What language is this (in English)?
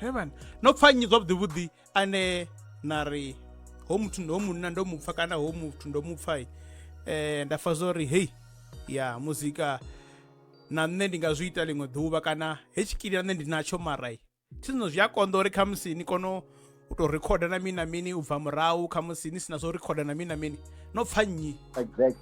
Venda